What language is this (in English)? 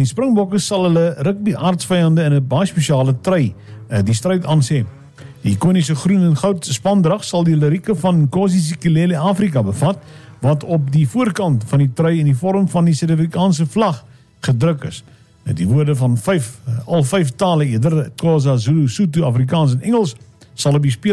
Afrikaans